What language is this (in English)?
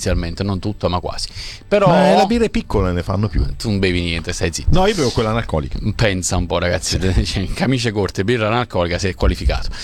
Italian